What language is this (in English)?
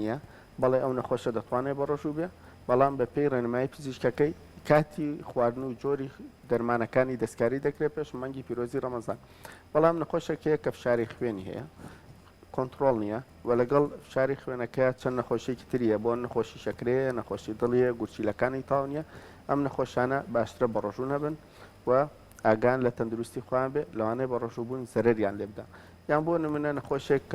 Central Kurdish